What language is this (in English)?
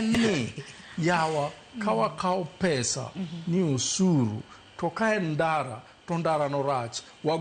Luo (Kenya and Tanzania)